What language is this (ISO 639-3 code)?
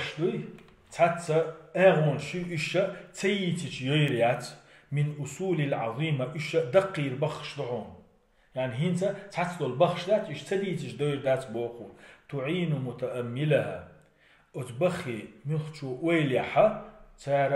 che